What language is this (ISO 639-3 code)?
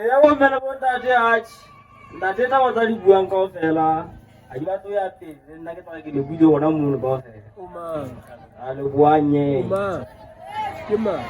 sot